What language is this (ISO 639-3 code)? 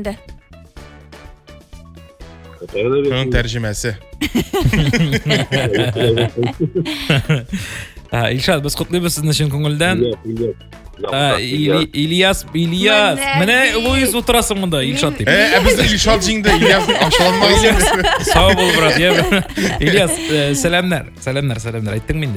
tat